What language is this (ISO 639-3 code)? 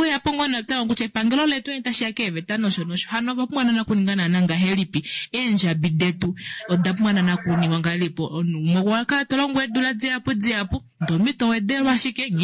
kua